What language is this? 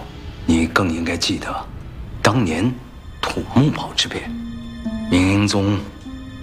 Chinese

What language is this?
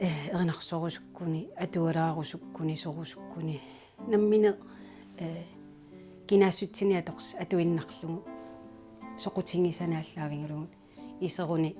Kalaallisut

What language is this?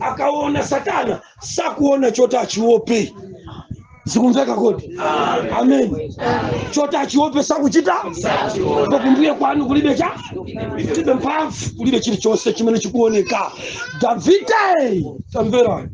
Nyanja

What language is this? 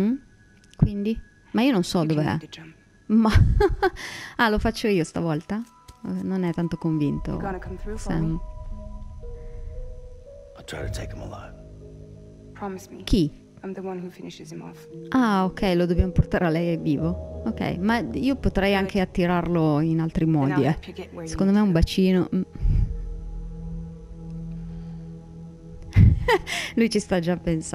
Italian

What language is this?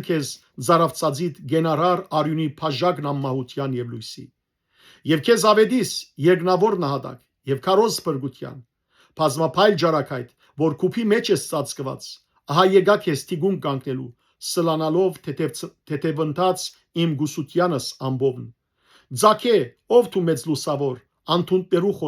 Western Armenian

